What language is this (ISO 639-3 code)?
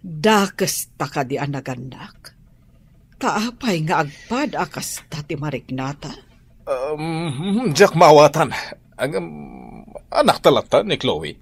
ilo